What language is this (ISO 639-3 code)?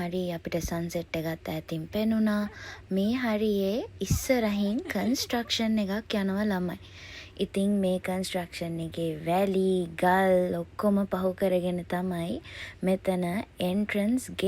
sin